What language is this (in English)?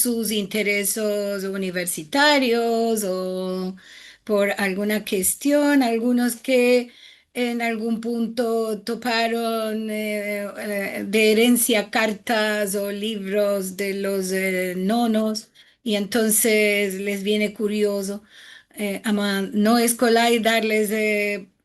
Ladino